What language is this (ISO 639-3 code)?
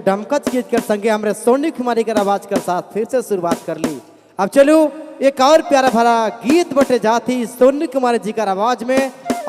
sck